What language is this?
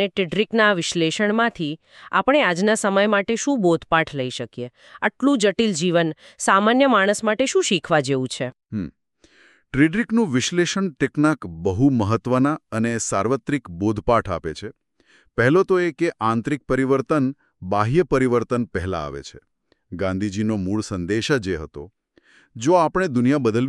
Gujarati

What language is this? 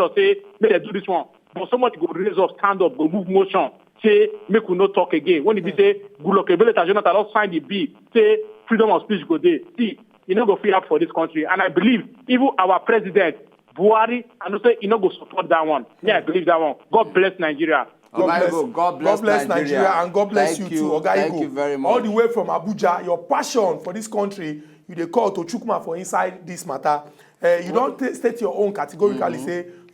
Nigerian Pidgin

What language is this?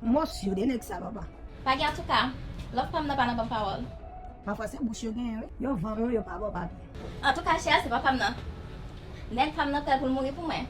Haitian Creole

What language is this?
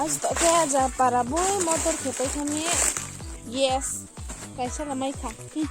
Riang (India)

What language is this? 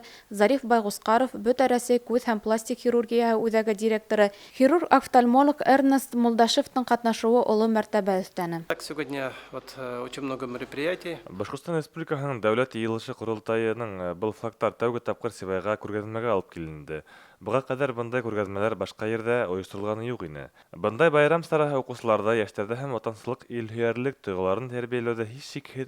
Bashkir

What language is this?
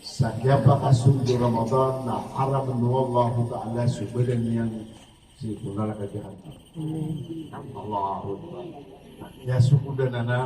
Maranao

